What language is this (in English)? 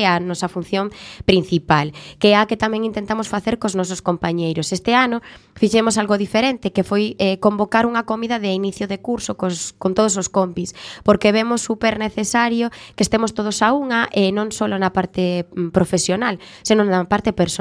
Galician